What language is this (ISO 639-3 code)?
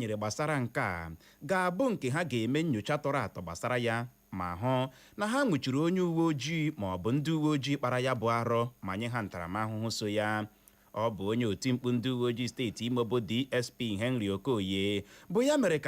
ibo